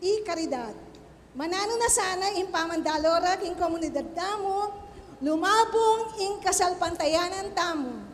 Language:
Pampanga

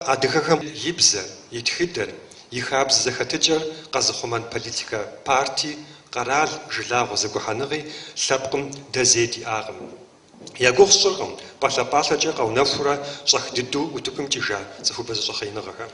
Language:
Kabardian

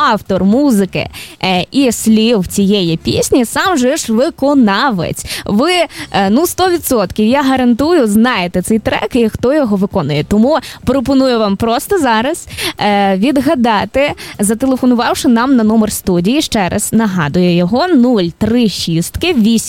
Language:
Ukrainian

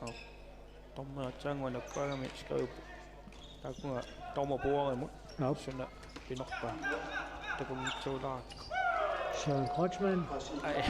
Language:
Kalaallisut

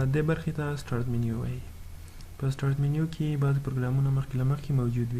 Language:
Pashto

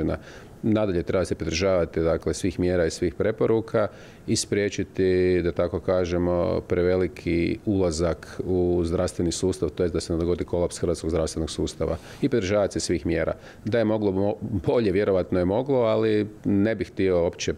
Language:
Croatian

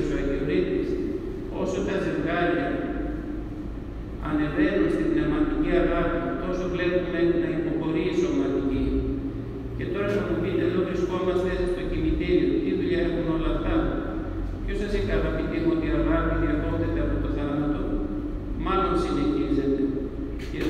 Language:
Greek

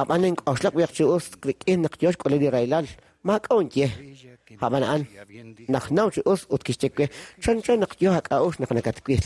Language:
Kekchí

